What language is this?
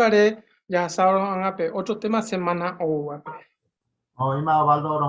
Guarani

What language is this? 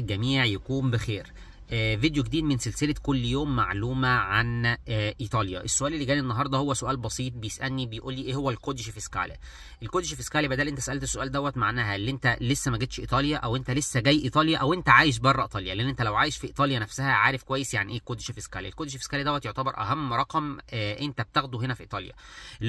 Egyptian Arabic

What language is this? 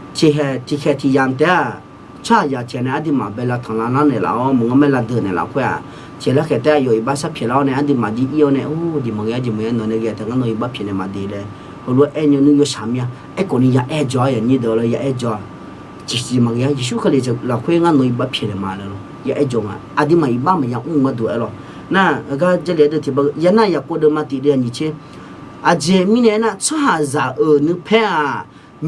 Akha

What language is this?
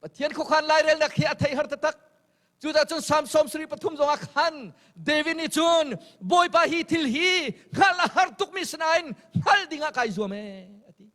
Hakha Chin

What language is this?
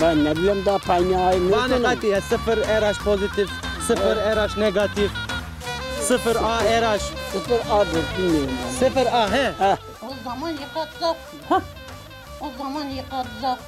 Zaza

